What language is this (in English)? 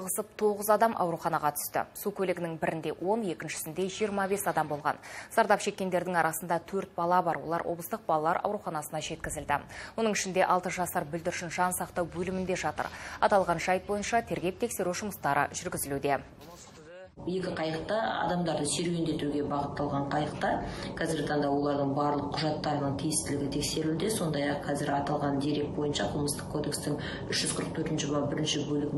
Kazakh